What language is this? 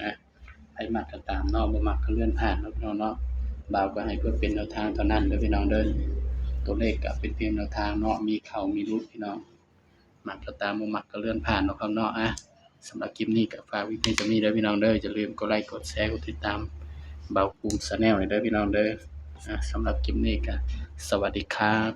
Northeastern Thai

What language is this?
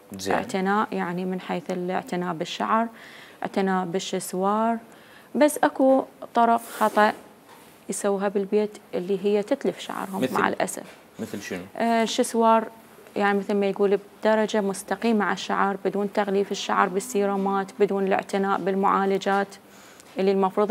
Mesopotamian Arabic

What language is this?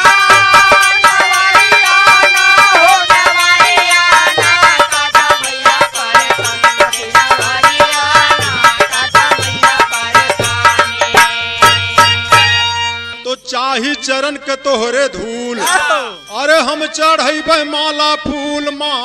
Bhojpuri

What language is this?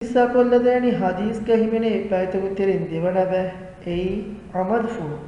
Divehi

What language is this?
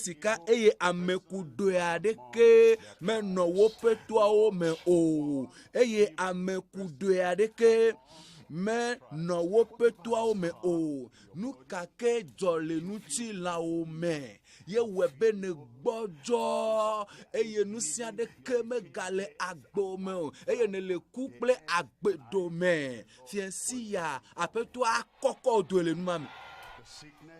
Ewe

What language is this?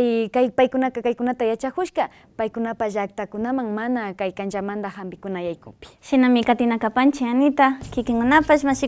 Quechua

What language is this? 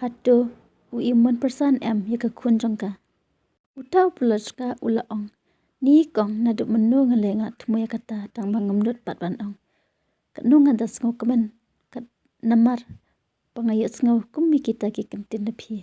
Khasi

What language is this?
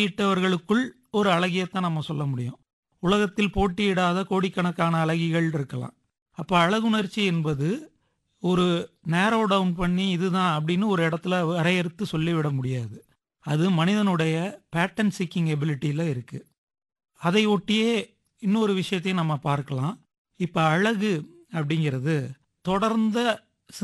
Tamil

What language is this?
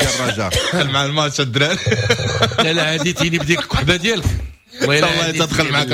Moroccan Arabic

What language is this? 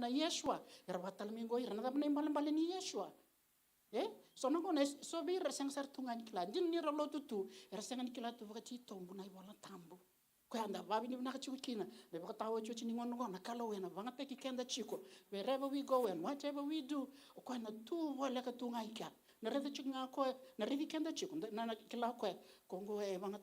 Fijian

